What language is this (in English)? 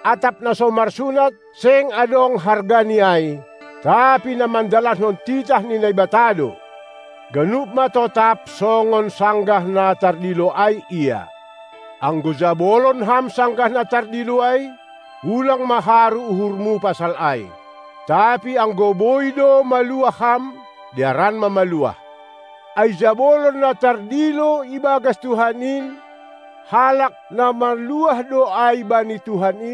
Batak Simalungun